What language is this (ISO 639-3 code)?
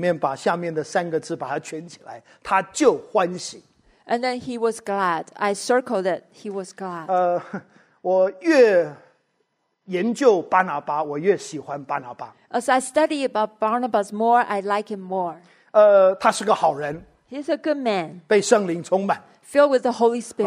zho